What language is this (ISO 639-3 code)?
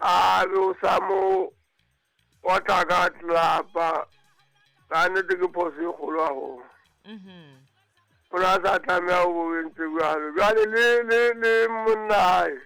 sot